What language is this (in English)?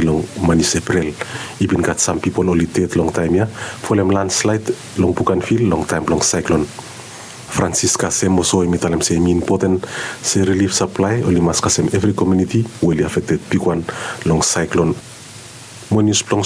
Bislama